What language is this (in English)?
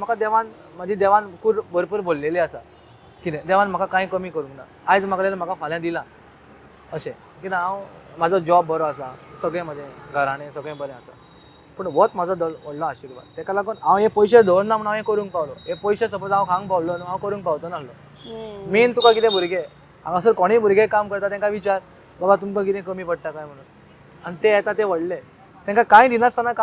Konkani